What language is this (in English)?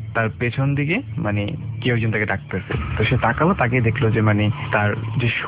Bangla